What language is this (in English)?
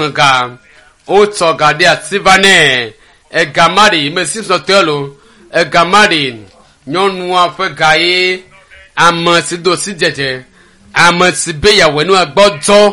Ewe